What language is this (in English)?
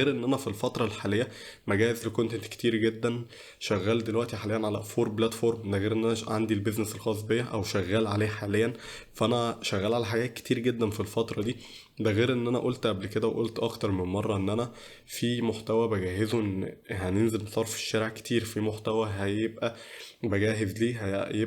Egyptian Arabic